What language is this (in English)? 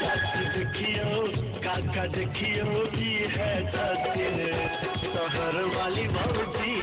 Maithili